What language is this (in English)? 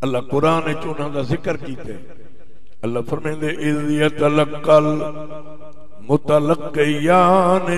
Saraiki